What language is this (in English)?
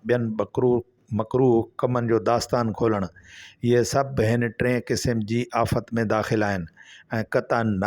Sindhi